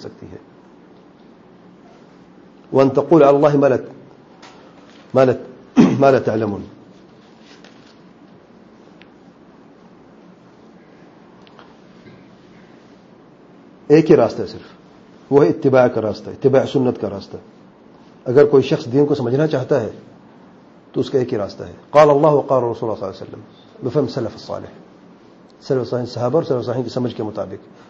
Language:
Urdu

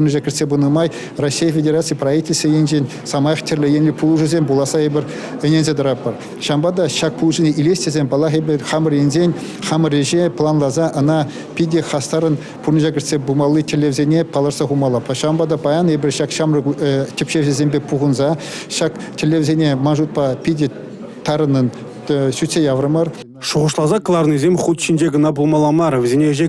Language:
Chuvash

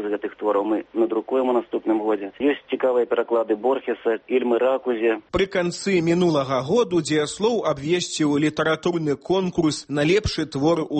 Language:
Belarusian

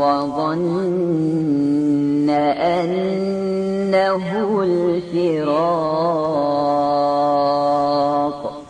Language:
Bosnian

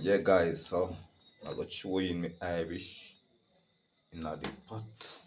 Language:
Jamaican Creole English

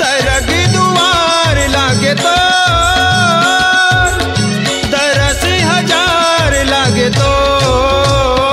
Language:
Chhattisgarhi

